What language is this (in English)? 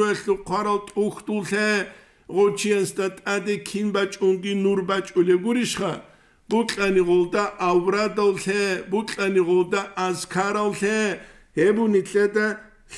Avaric